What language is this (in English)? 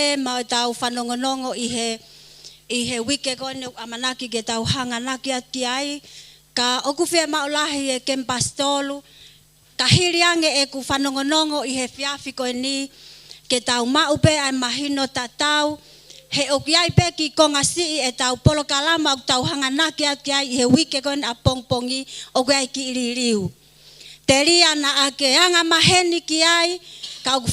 Tongan